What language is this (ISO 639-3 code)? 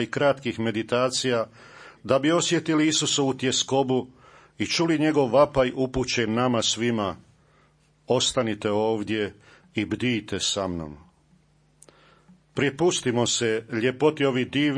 hrv